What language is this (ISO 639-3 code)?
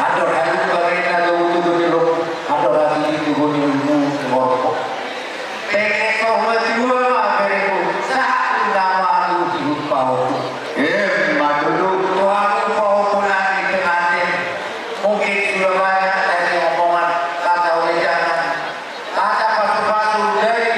bbc